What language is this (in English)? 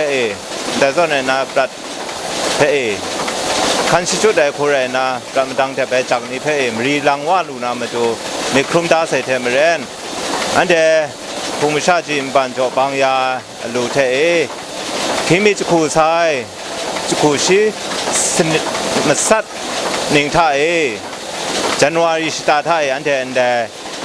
Kachin